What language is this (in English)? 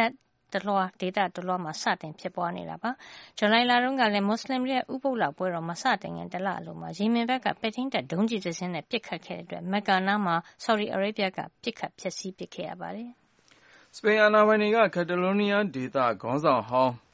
Burmese